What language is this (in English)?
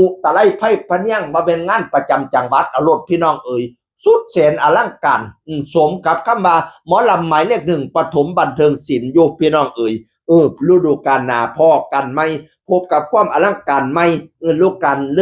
Northeastern Thai